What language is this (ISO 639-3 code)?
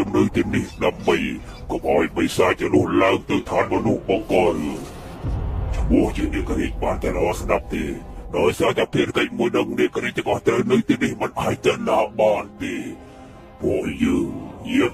khm